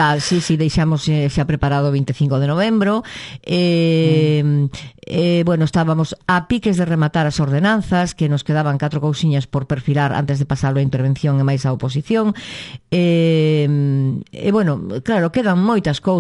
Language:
Galician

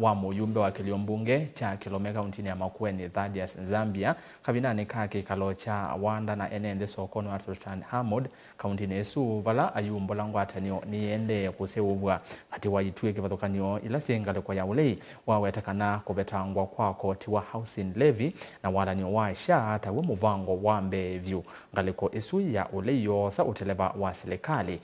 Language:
Kamba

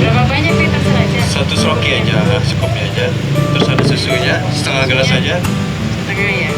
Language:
Banjar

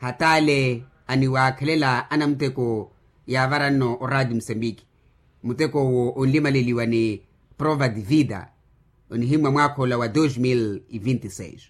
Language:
Makhuwa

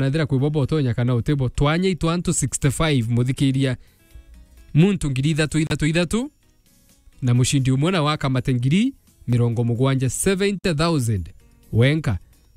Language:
Meru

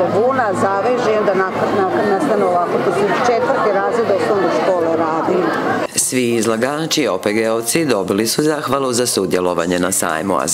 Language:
Croatian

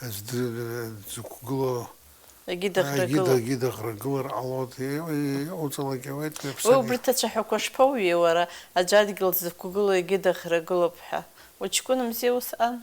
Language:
Abkhazian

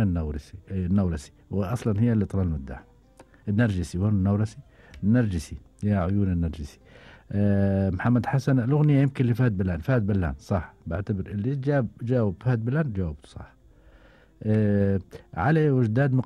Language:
Gulf Arabic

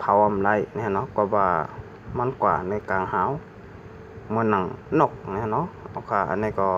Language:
Shan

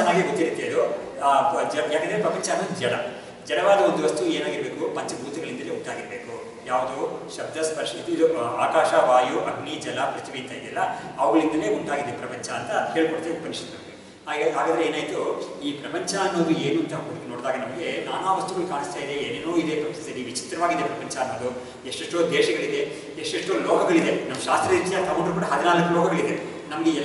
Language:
Kannada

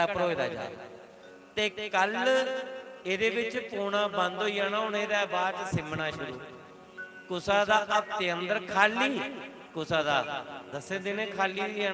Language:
Dogri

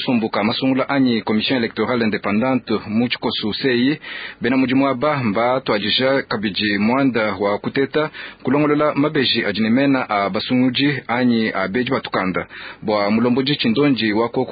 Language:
Luba-Lulua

